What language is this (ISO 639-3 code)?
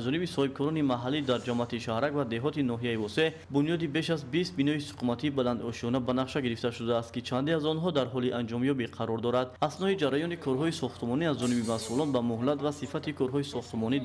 tgk